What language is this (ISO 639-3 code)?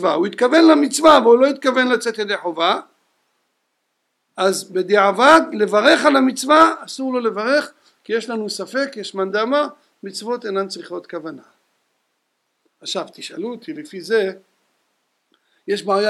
heb